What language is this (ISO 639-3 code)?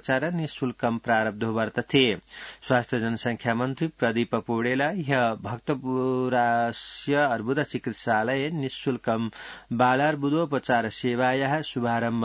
san